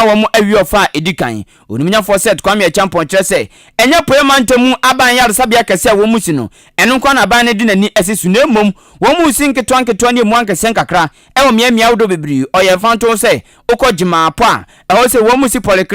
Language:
Akan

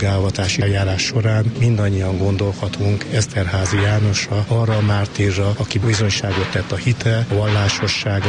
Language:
Hungarian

